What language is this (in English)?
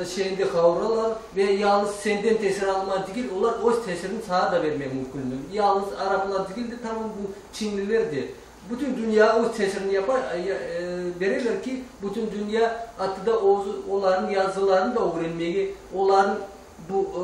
Crimean Tatar